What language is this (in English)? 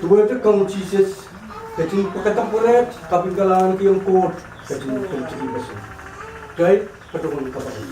Pohnpeian